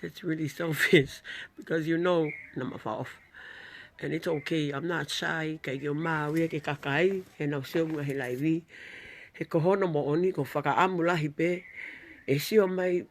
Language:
Tongan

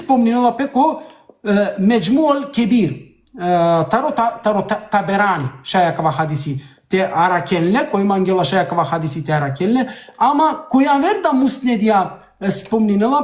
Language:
Balkan Romani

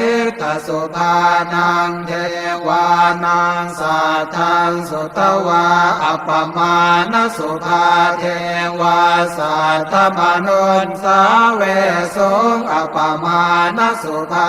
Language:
Pali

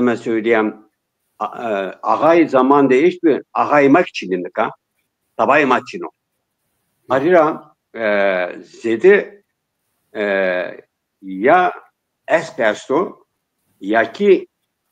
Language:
Zaza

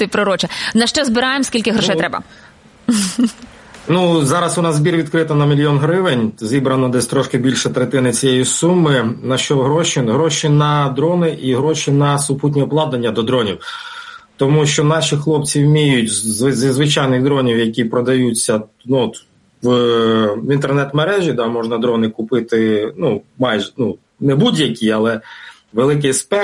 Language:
Ukrainian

